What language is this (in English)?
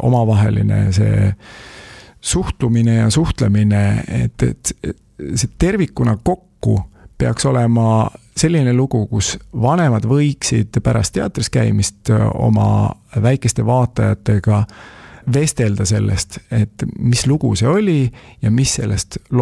Estonian